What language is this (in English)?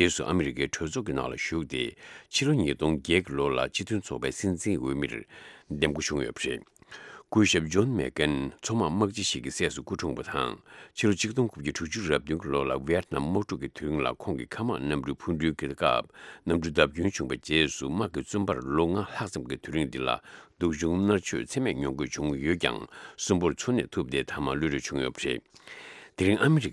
Tibetan